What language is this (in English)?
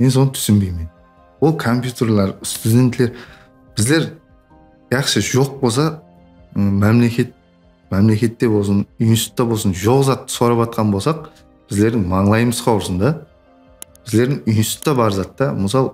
Kara-Kalpak